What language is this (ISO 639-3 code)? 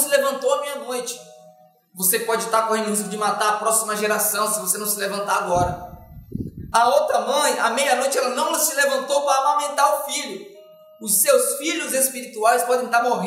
por